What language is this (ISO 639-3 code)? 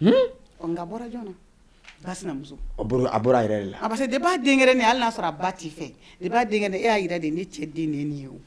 bam